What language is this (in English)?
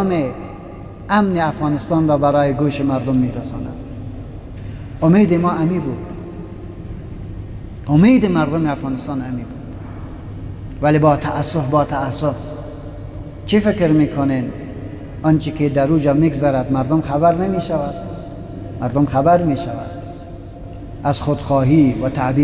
Persian